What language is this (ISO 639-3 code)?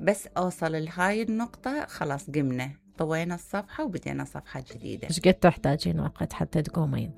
acm